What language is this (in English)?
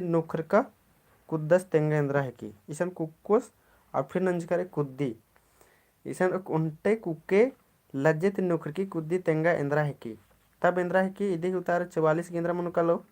Kurukh